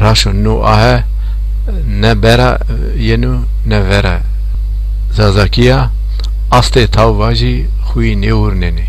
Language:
Zaza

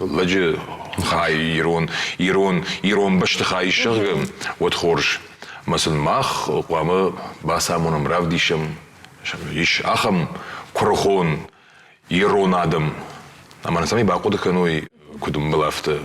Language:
Ossetic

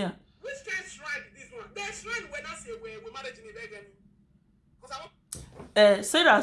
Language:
Nigerian Pidgin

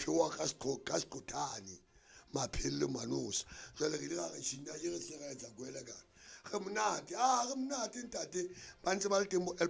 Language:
Southern Sotho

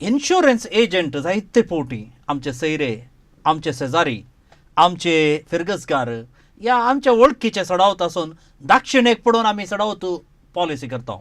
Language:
Konkani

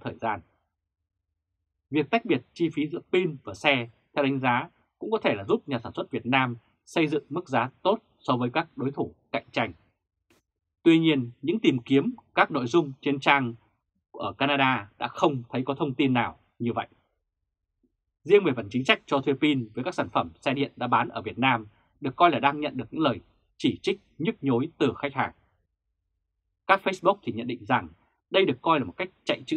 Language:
Vietnamese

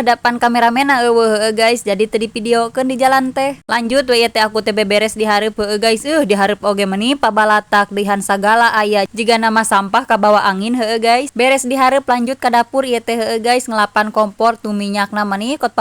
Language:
Sundanese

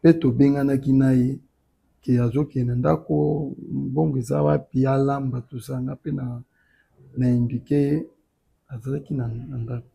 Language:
Lingala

